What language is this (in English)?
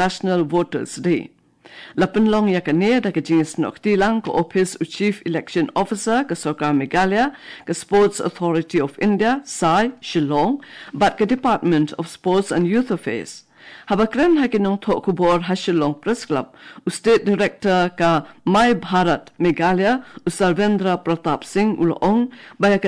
Khasi